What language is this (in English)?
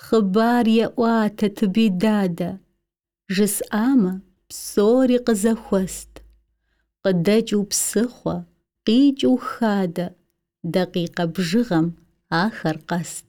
Kabardian